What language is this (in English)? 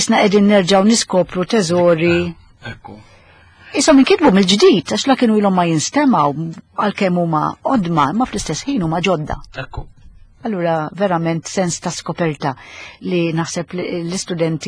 Maltese